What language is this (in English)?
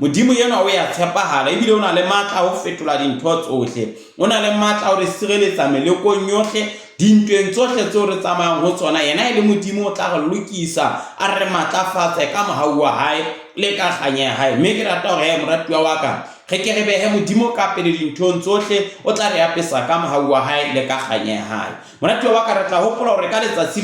Southern Sotho